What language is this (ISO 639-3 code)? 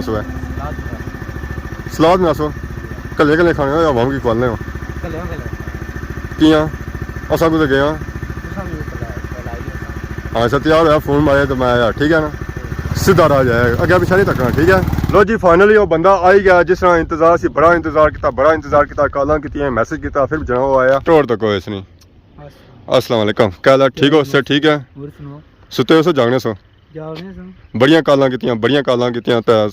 phr